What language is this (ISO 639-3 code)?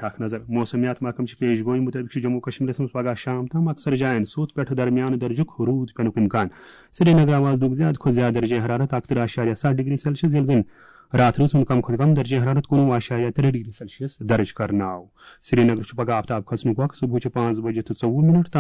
kas